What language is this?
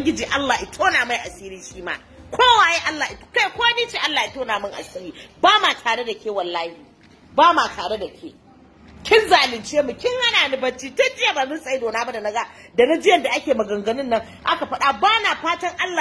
Hausa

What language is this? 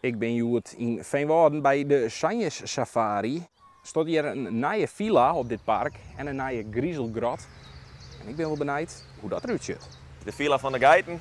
Western Frisian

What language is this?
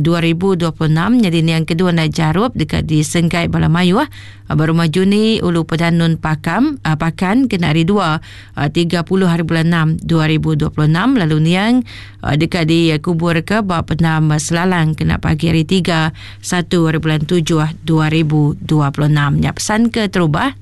Iban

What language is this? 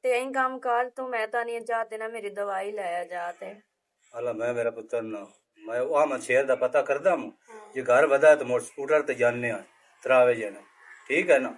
Western Panjabi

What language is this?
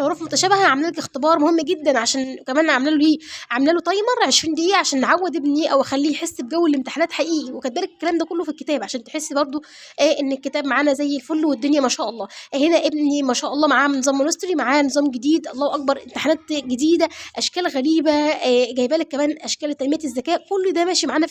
Egyptian Arabic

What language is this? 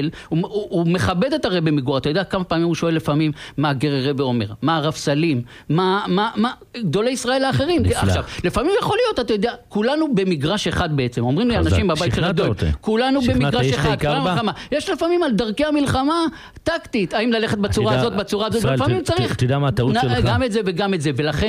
Hebrew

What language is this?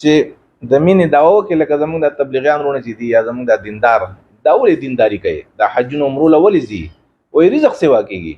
Pashto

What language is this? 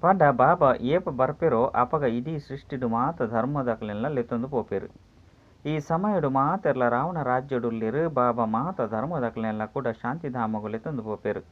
Tulu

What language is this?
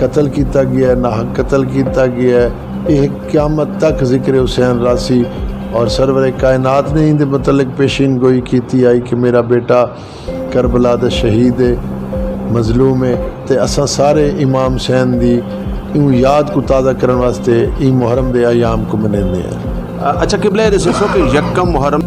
Saraiki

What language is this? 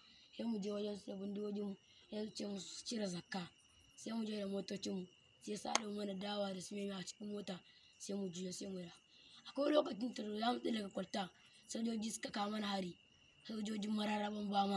Hausa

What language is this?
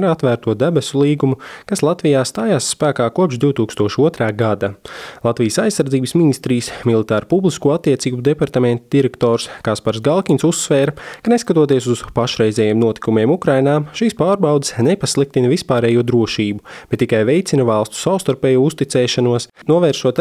Latvian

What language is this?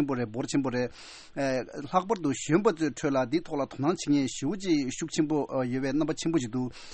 Tibetan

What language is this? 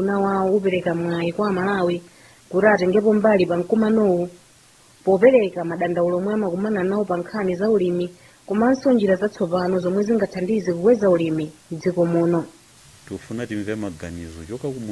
Nyanja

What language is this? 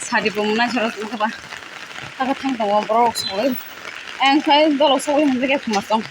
Kok Borok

